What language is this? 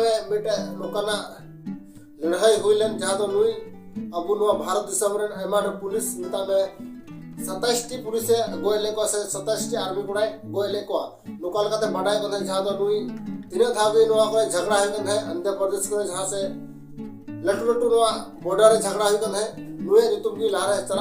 Santali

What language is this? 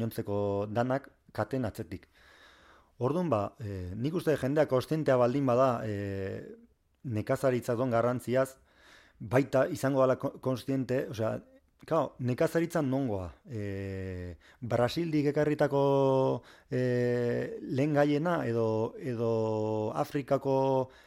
Basque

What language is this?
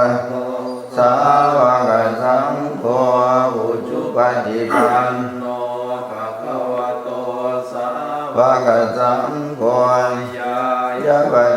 Pali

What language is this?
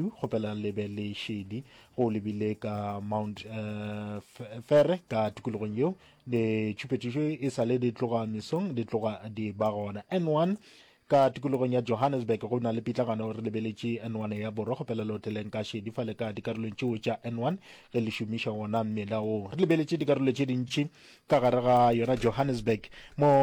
Northern Sotho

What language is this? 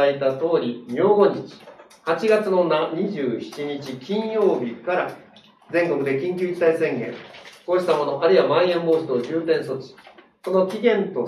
Japanese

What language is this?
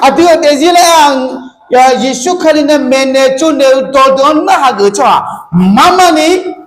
Akha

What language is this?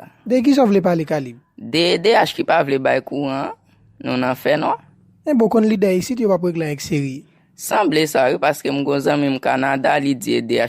Haitian Creole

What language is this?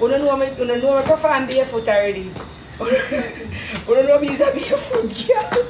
Jamaican Creole English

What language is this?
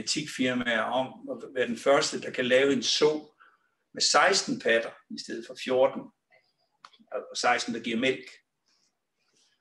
Danish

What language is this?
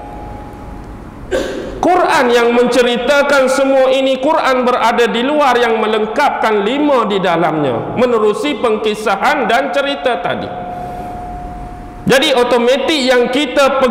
Malay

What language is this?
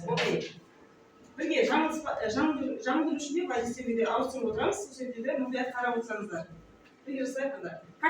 Kazakh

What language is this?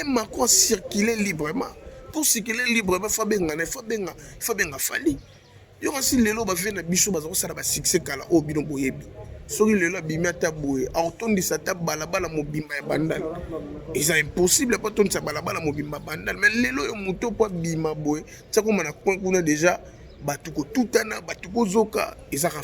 Lingala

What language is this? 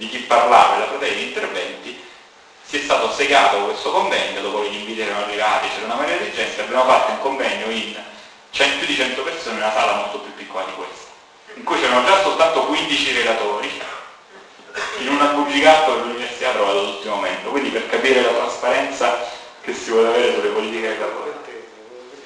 Italian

